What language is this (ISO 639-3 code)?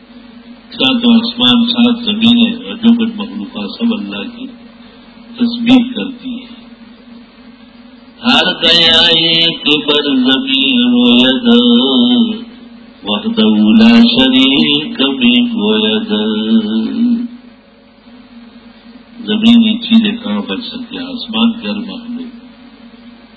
urd